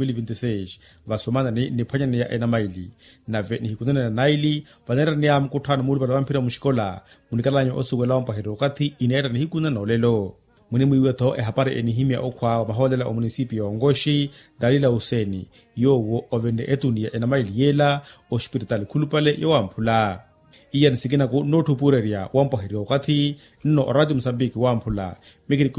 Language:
Makhuwa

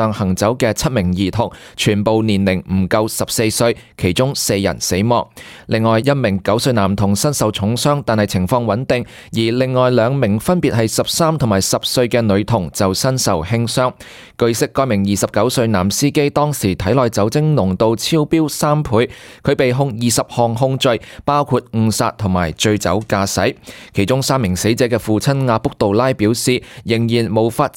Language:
Cantonese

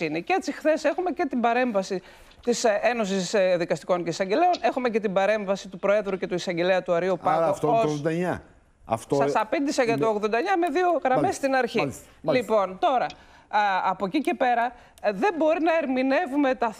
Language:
Greek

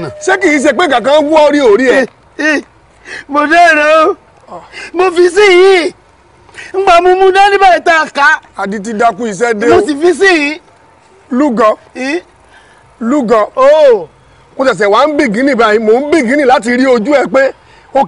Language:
Yoruba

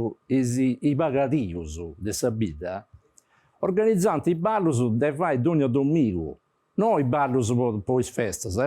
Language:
Sardinian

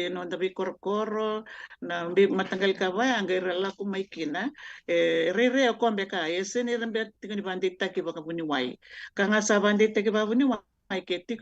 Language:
Fijian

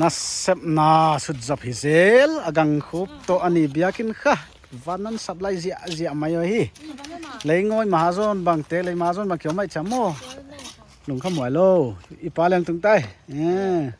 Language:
Paite Chin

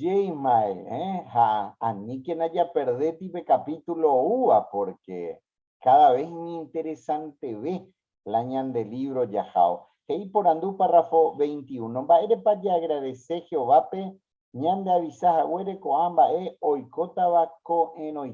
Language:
Guarani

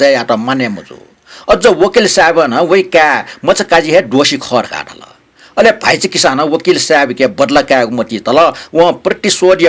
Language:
Newari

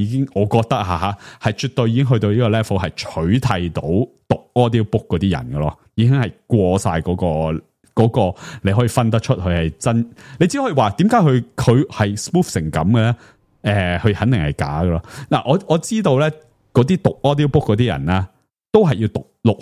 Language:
Cantonese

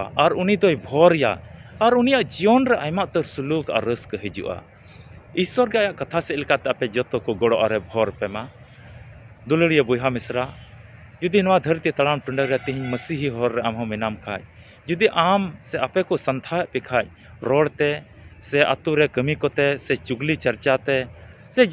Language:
Santali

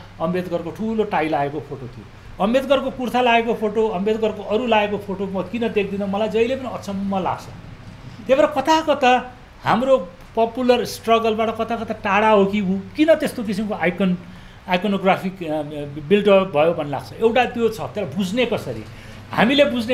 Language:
Nepali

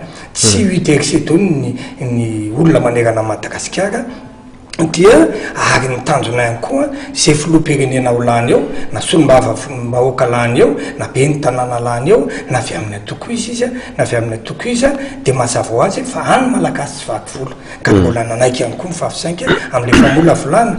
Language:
Malagasy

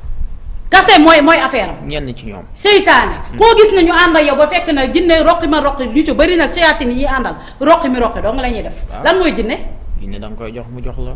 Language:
Wolof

